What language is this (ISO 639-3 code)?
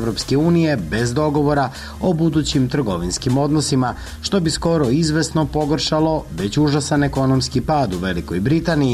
srp